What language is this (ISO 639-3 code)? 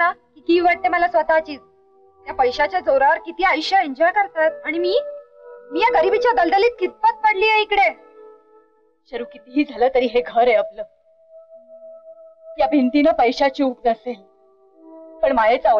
mar